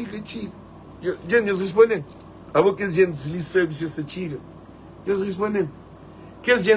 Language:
Kabuverdianu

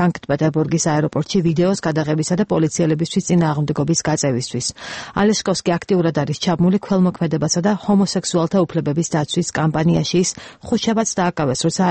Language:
Georgian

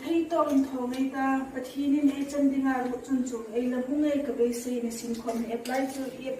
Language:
Hmar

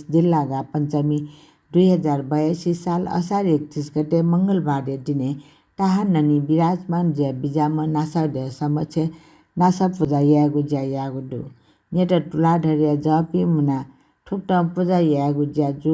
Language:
Newari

